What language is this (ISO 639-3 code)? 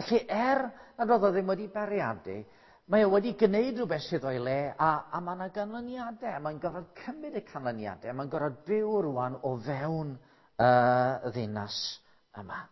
cym